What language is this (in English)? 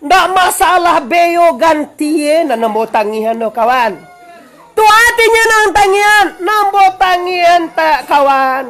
Minangkabau